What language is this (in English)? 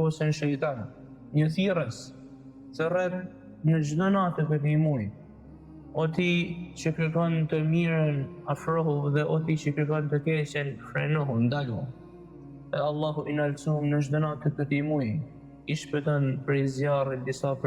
Albanian